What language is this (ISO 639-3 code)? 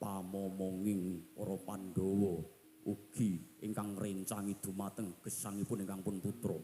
jav